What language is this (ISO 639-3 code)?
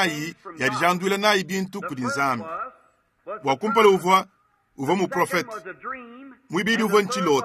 lua